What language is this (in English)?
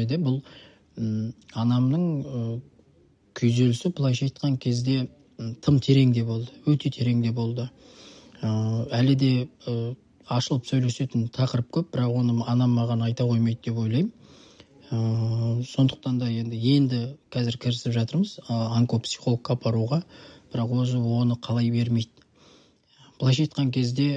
Kazakh